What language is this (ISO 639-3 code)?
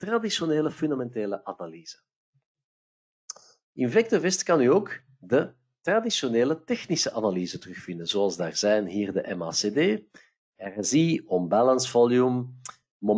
nld